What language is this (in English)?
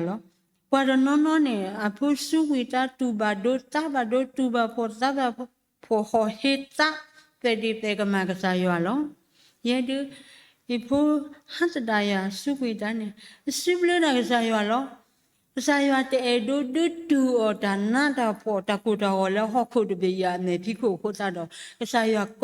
S'gaw Karen